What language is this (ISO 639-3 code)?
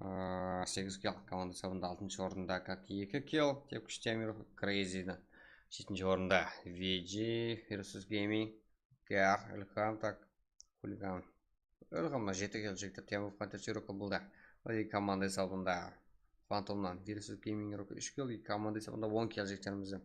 kaa